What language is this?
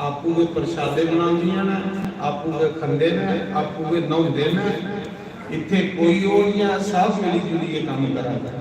Dogri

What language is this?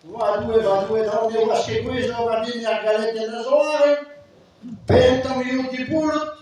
Breton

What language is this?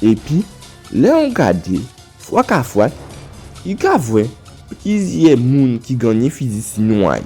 Guadeloupean Creole French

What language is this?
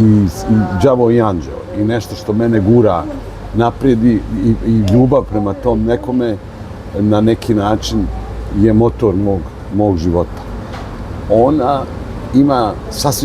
Bosnian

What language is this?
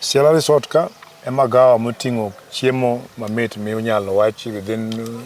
Luo (Kenya and Tanzania)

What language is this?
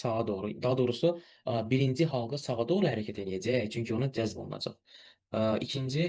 Azerbaijani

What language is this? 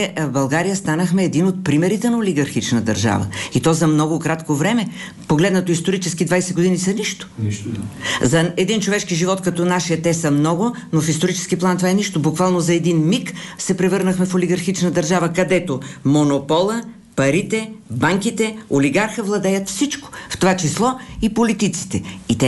Bulgarian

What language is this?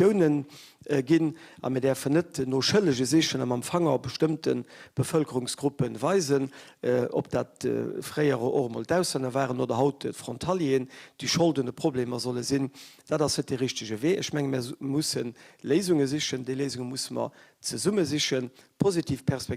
Luxembourgish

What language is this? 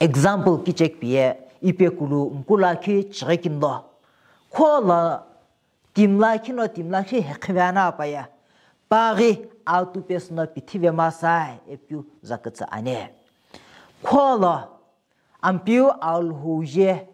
Sumi Naga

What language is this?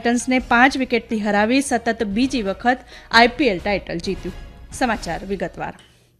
Gujarati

